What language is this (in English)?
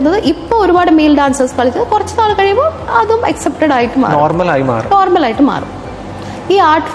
Malayalam